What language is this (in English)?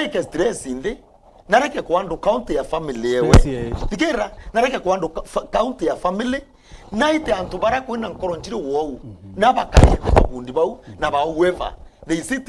Meru